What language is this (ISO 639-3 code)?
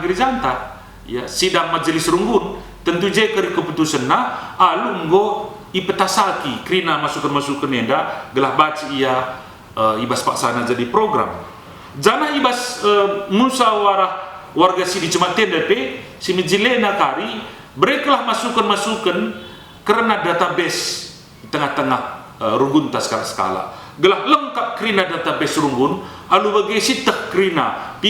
btx